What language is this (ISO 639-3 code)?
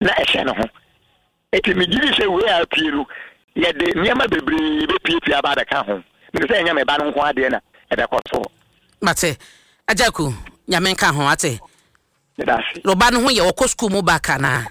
aka